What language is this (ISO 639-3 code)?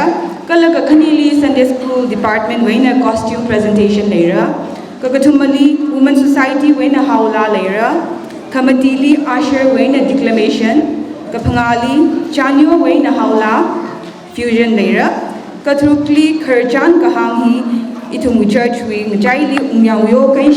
nmf